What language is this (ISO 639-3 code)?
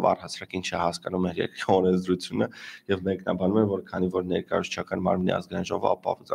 hye